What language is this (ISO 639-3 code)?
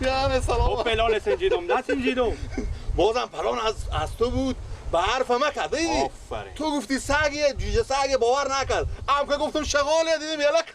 fas